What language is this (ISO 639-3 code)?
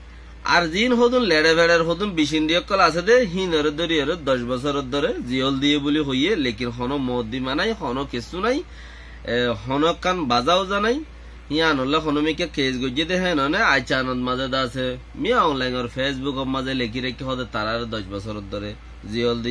rhg